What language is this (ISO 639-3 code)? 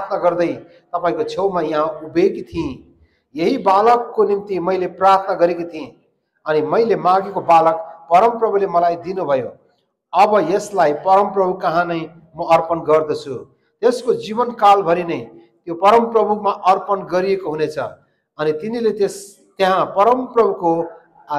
nep